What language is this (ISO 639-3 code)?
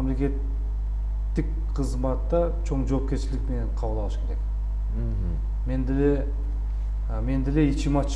kir